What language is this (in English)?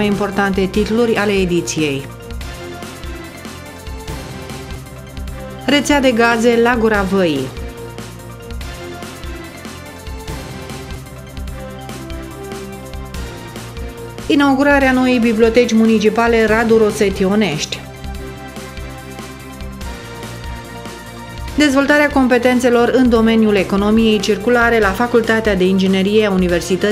Romanian